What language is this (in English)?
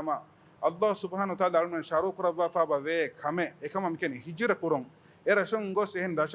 Divehi